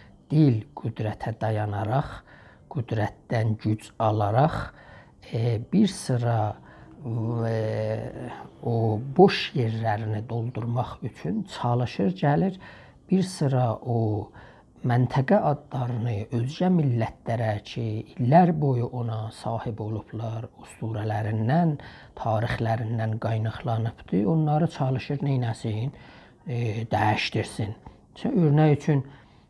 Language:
South Azerbaijani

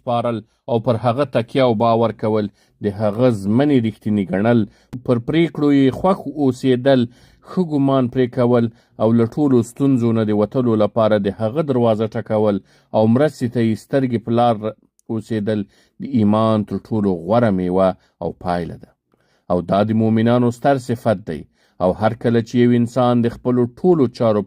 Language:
Pashto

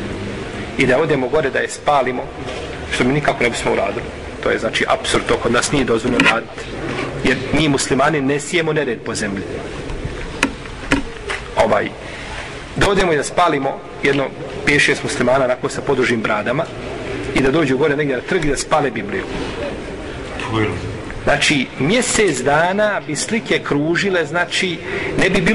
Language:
Bosnian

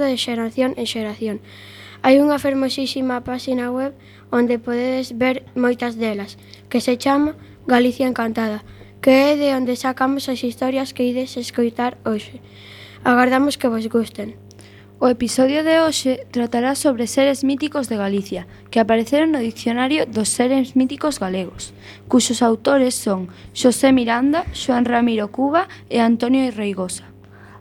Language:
Galician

